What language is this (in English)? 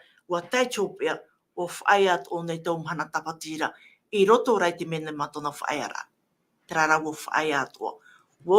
Tahitian